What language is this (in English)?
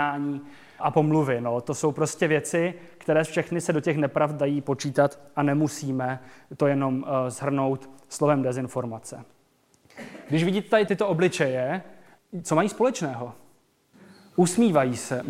Czech